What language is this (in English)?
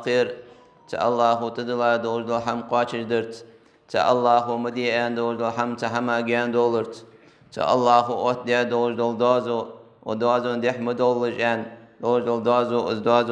Ingush